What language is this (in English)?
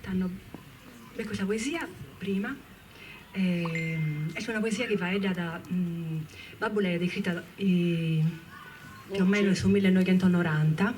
Sardinian